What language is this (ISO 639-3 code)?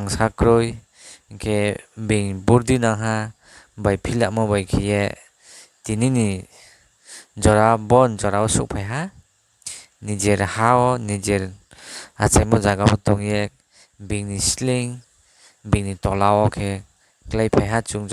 trp